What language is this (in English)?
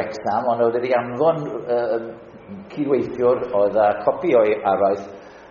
Welsh